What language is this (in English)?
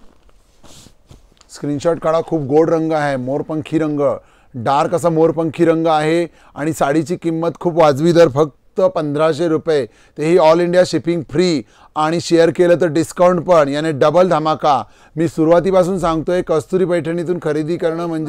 Marathi